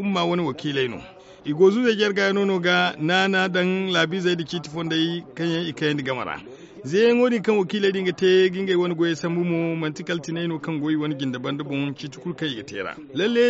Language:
Zarma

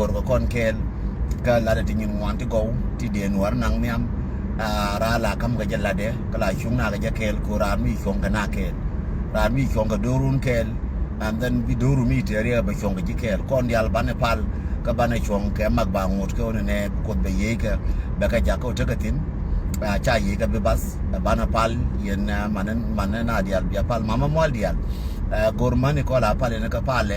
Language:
Nuer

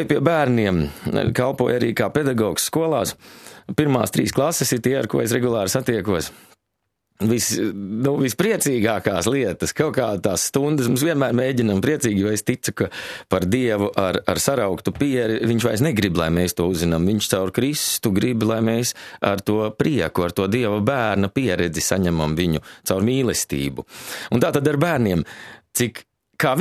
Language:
Latvian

